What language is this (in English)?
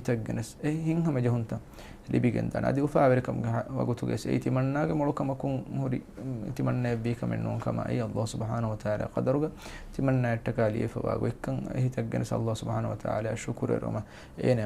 Divehi